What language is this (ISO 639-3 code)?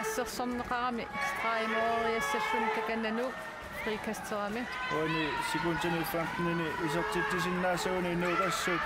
kal